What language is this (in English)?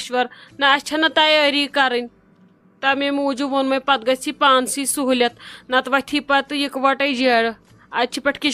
Kashmiri